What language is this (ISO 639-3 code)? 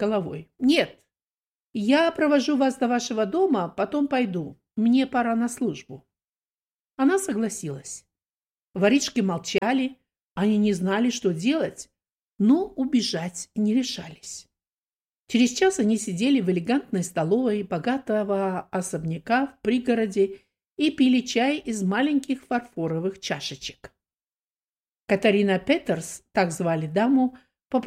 rus